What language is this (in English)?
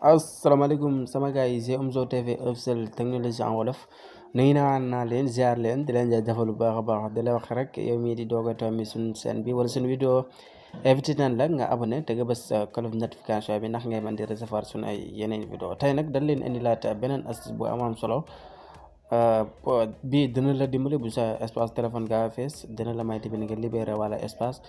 Wolof